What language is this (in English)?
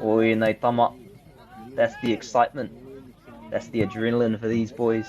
Māori